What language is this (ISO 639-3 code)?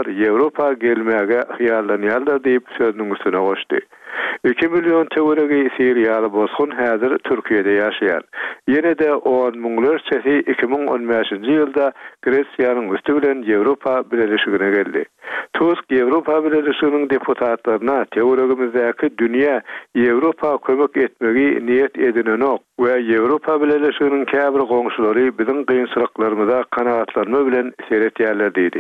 tuk